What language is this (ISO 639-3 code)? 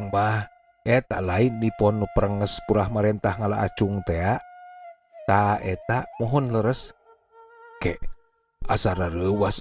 sun